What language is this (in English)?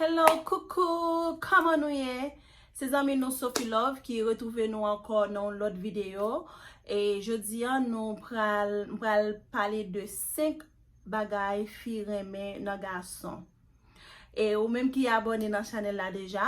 Haitian Creole